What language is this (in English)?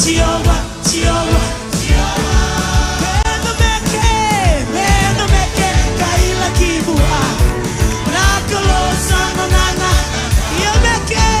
Fijian